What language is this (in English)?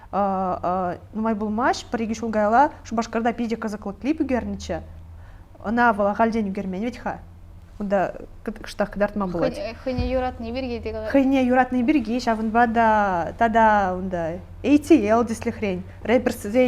Chuvash